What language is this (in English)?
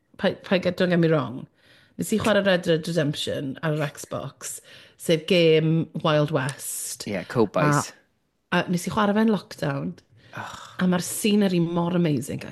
Welsh